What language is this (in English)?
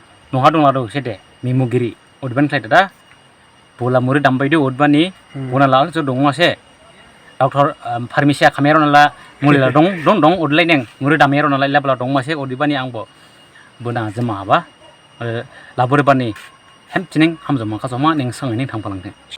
Dimasa